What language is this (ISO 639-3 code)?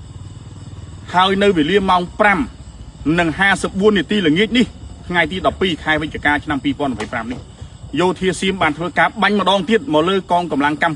khm